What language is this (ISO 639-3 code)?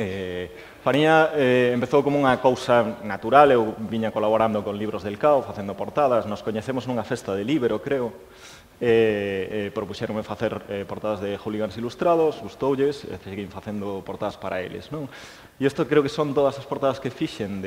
glg